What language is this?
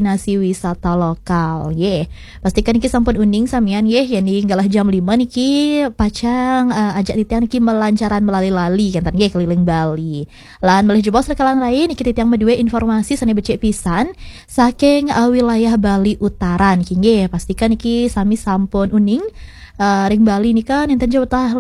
Balinese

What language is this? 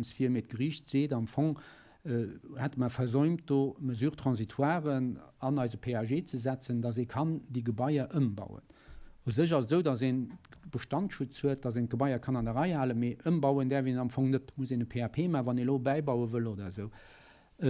Luxembourgish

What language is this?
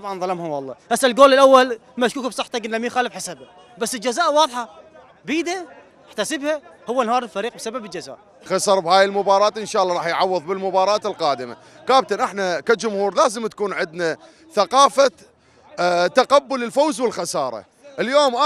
Mesopotamian Arabic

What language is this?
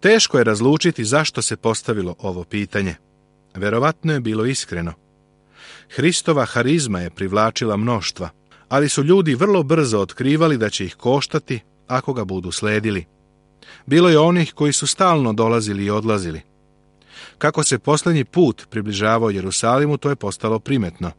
Serbian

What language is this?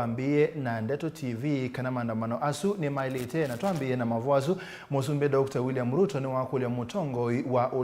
Kamba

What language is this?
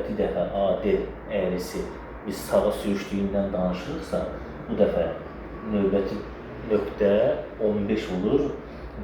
Azerbaijani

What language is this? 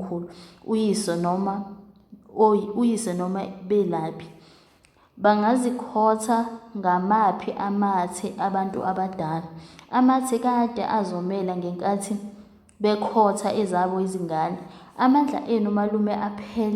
Zulu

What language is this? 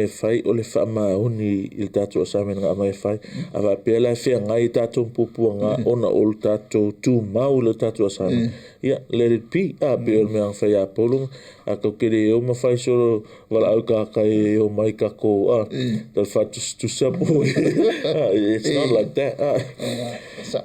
Samoan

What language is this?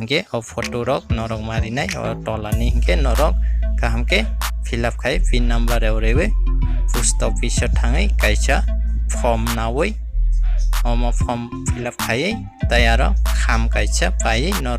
Kok Borok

